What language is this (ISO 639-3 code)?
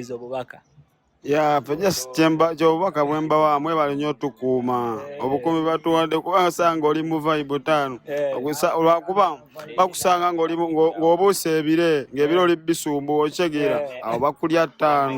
lug